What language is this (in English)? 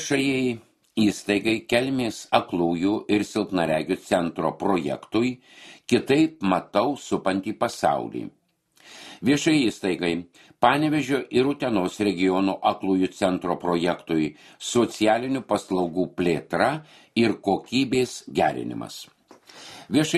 Lithuanian